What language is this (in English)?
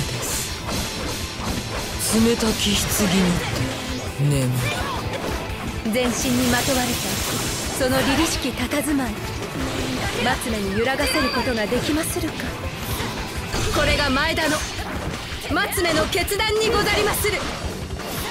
Japanese